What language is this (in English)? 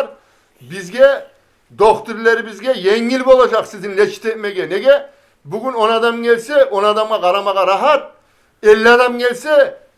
Kumyk